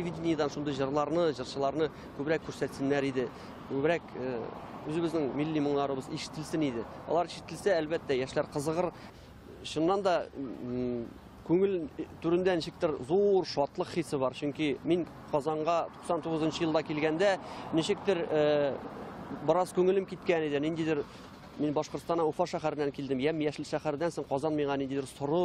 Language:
Tatar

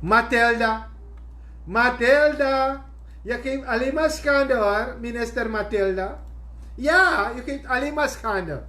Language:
Sranan Tongo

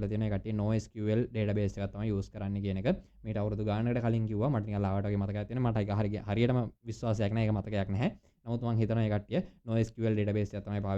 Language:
Sinhala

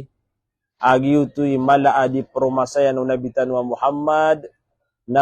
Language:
Maranao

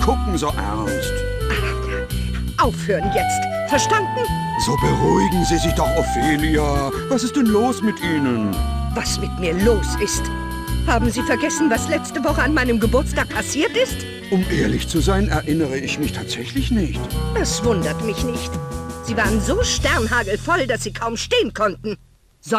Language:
Bavarian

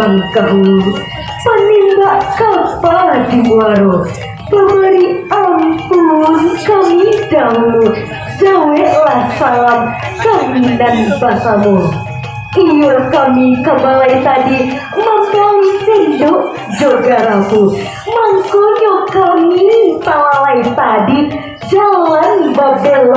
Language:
Minangkabau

